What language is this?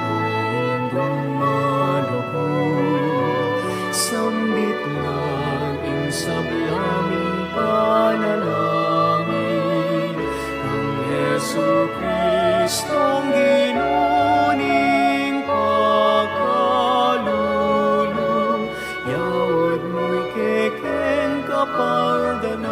Pampanga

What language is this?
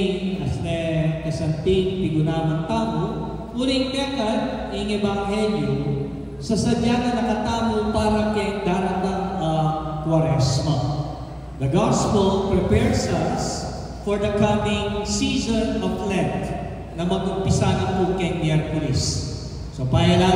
Pampanga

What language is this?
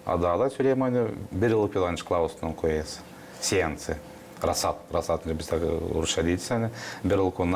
Gagauz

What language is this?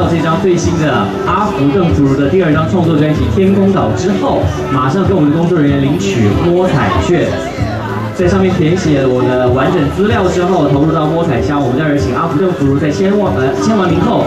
Chinese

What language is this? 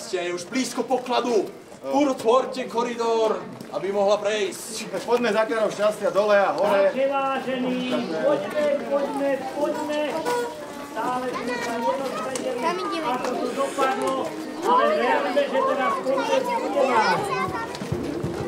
Slovak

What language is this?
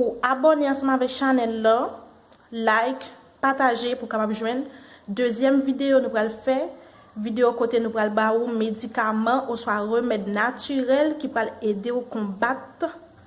Haitian Creole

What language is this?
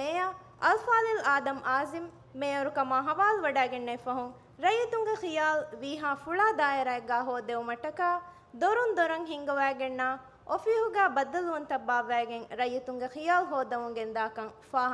Divehi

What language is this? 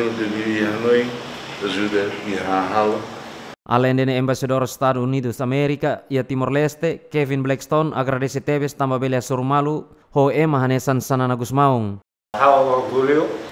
Tetum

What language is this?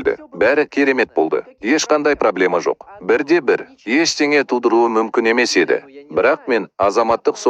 Kazakh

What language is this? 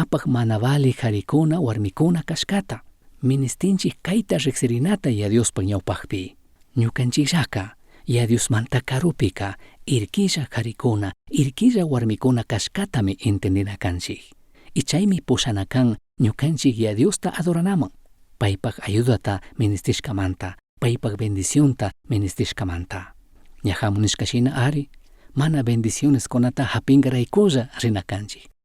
Chimborazo Highland Quichua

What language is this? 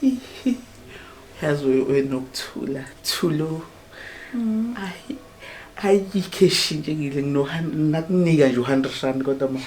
Zulu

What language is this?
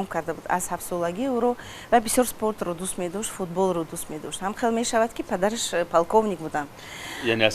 Tajik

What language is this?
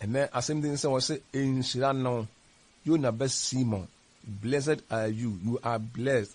Akan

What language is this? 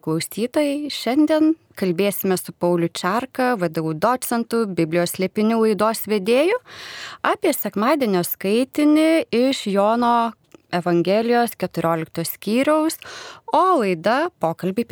Lithuanian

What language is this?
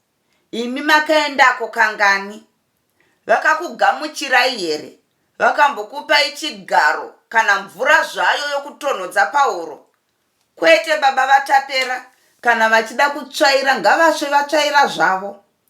Shona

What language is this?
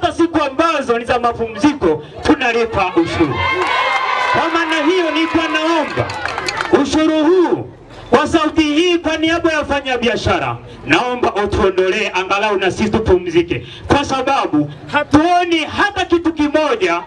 Swahili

